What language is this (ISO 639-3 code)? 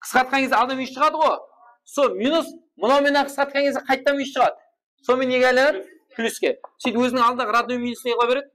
kaa